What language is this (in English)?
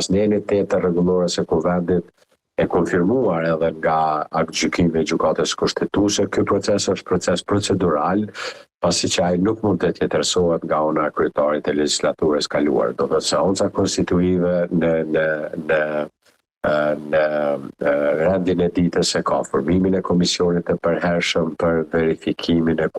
Albanian